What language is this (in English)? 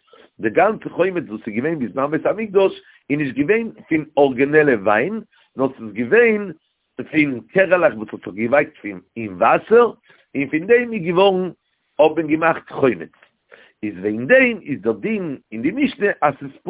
Yiddish